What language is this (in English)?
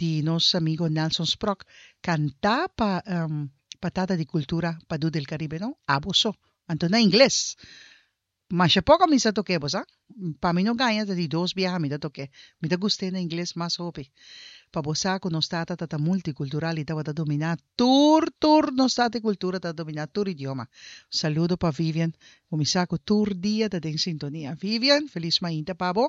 Papiamento